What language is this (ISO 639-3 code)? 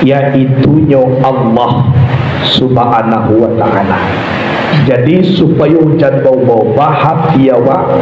min